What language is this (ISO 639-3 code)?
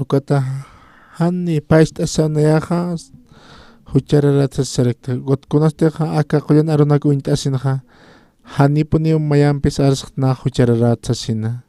aym